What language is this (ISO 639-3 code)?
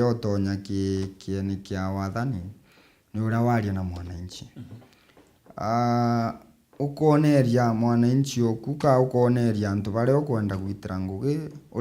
mer